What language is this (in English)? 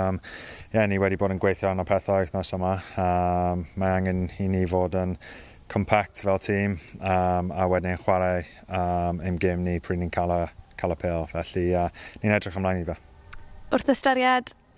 Welsh